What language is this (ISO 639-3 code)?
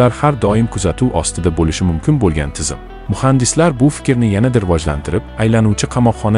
uzb